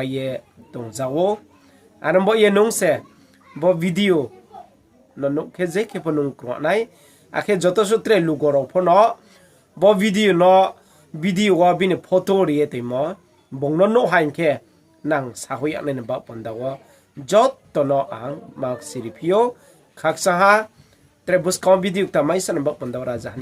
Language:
Riang (India)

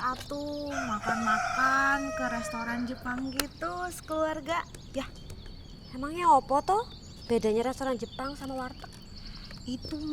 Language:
Betawi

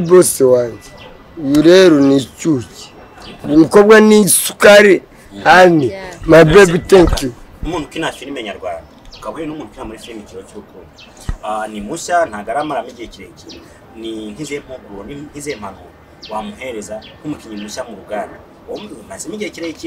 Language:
Kinyarwanda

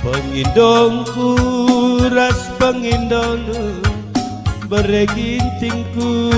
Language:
Batak Karo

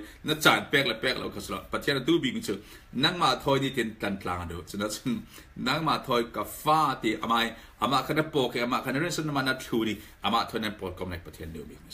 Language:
Falam Chin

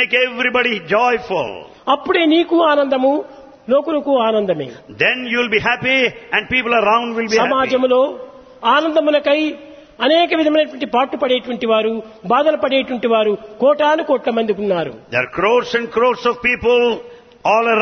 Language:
Telugu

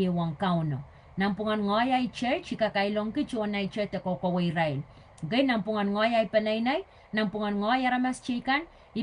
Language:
Pohnpeian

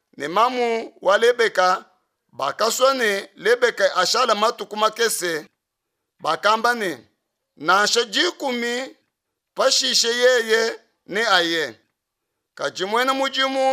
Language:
Luba-Lulua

